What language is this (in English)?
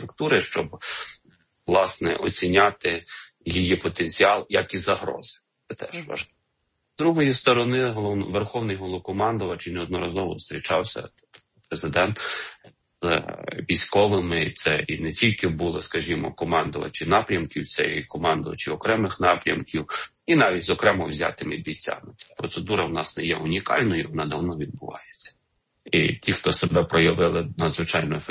Ukrainian